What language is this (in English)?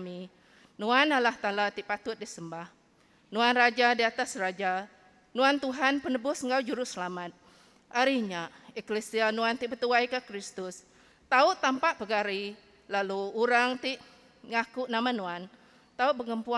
Iban